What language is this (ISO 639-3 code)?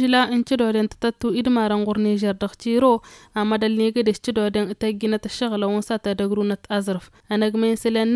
taq